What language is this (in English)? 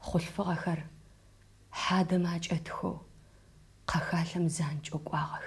Adyghe